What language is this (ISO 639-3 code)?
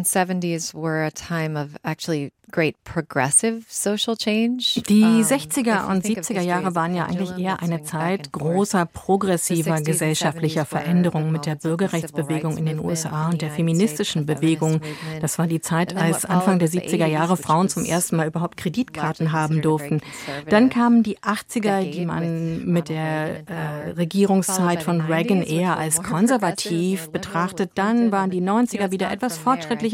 deu